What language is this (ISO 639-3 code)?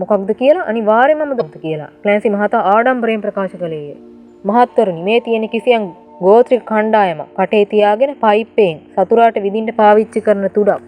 sin